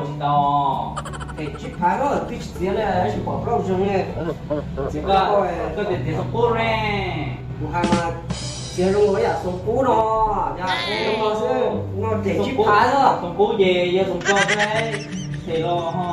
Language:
Hmong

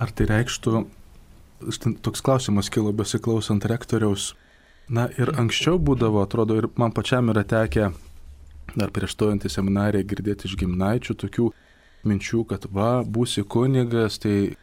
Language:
Lithuanian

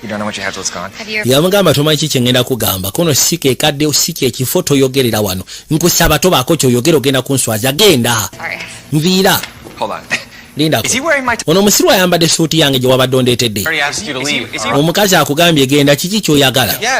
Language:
Ganda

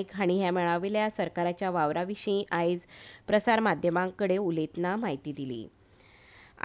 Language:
Konkani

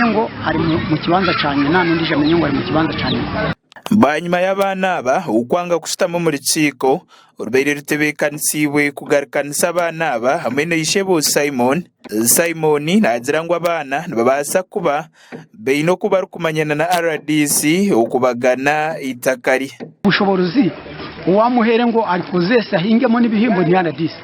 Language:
Nyankole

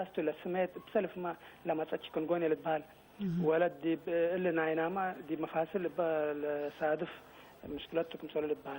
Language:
Tigre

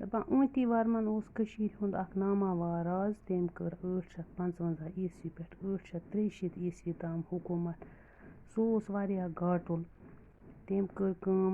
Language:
Kashmiri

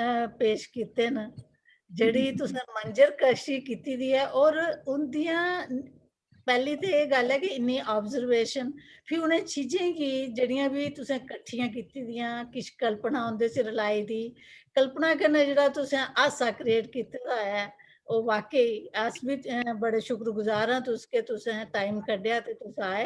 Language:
Dogri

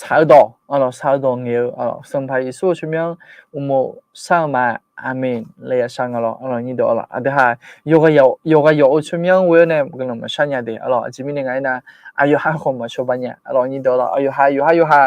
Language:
Akha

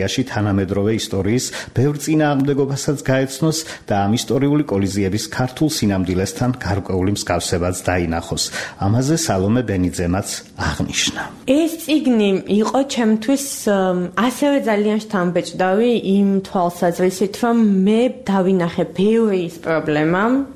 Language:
Georgian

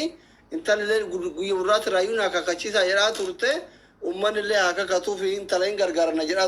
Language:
Oromo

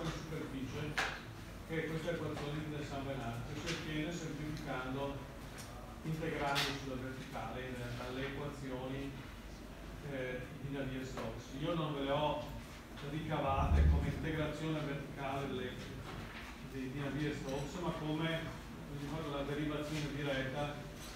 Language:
Italian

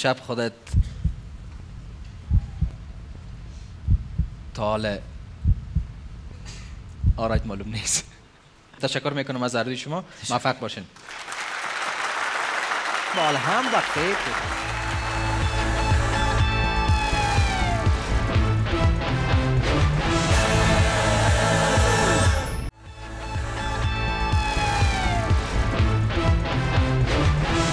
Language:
Persian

